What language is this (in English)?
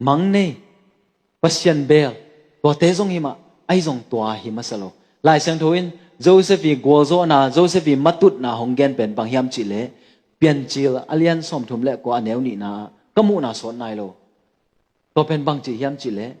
Tedim Chin